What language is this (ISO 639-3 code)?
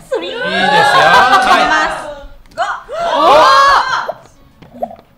jpn